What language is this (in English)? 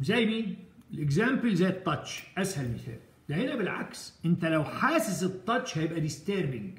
Egyptian Arabic